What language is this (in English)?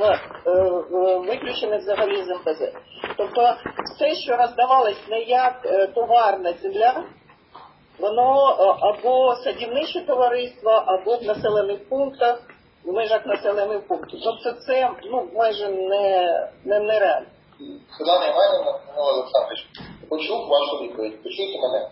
Ukrainian